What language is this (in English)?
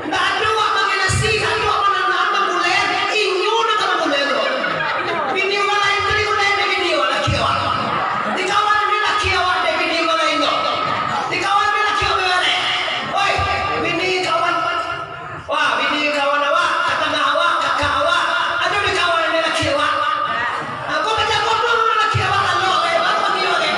Minangkabau